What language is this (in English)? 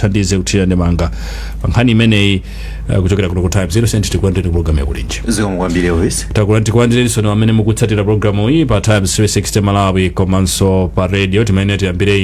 Nyanja